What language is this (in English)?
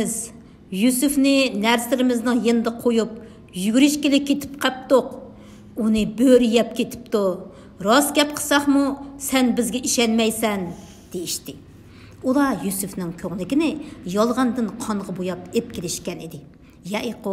Uyghur